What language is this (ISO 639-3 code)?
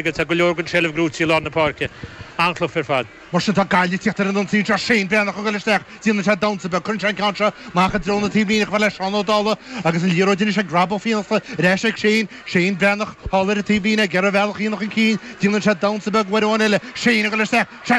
gle